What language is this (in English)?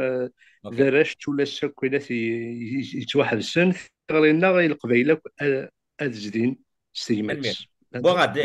Kabyle